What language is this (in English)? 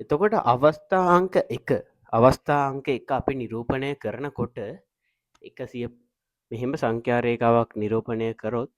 Sinhala